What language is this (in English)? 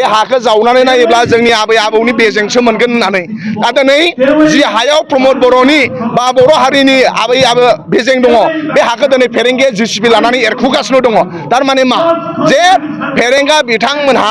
Bodo